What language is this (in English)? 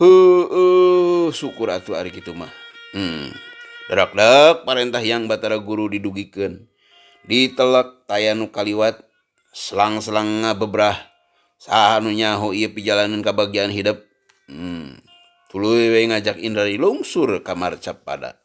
Sundanese